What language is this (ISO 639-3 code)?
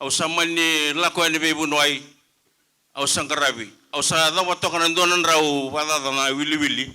fij